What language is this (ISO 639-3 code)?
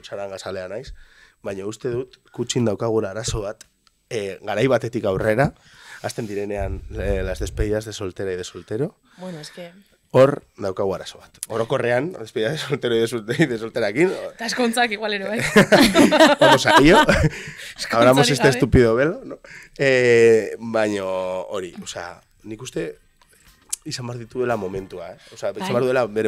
eus